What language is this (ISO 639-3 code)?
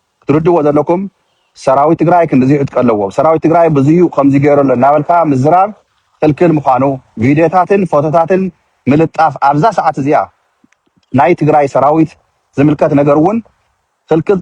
tir